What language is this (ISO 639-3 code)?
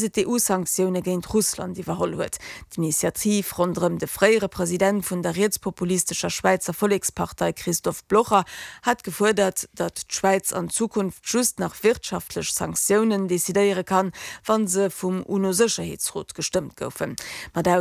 ltz